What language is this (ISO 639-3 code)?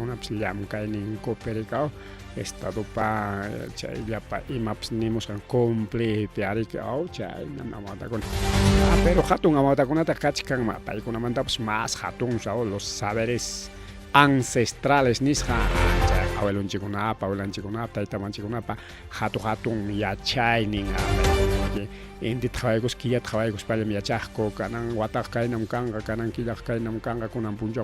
quy